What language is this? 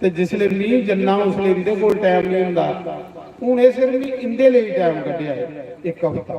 Dogri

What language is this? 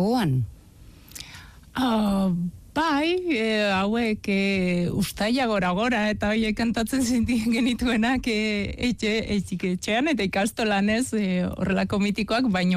Basque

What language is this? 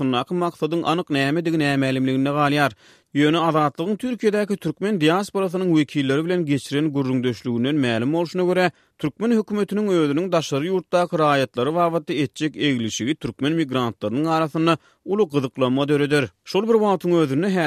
Turkmen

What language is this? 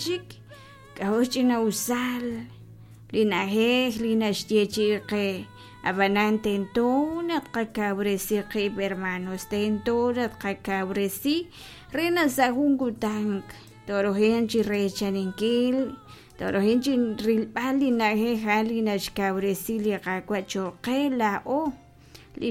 Kekchí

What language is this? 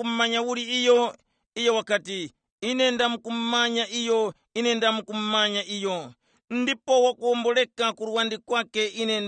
Tumbuka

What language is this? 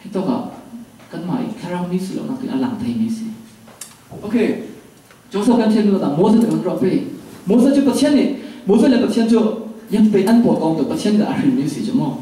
Falam Chin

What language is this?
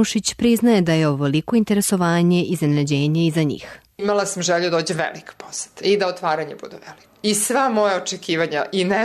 Serbian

